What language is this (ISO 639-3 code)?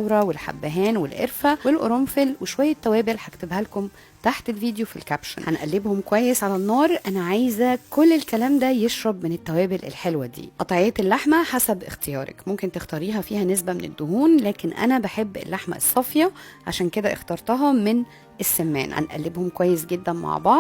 arz